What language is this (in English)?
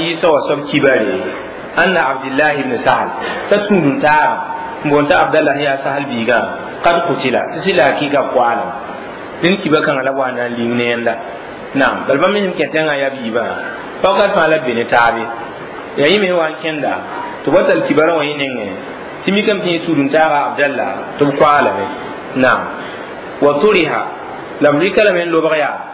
Mossi